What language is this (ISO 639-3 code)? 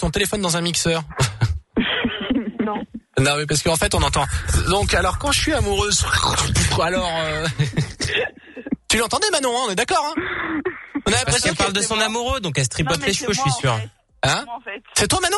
fra